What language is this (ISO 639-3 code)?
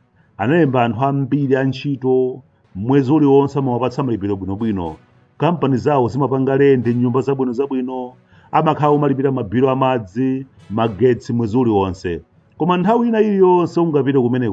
nya